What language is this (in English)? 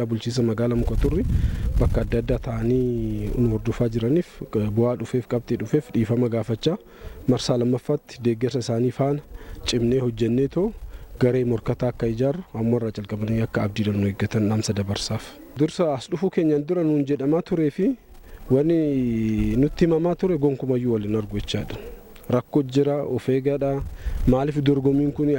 Oromo